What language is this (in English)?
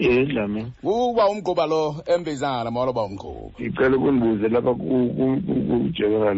Xhosa